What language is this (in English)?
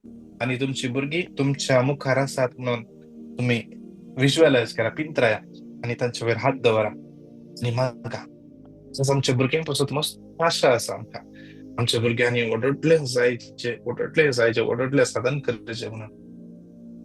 Konkani